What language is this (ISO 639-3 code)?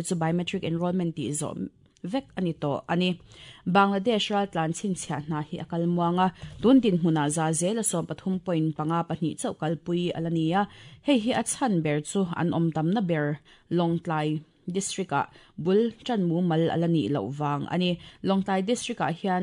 lus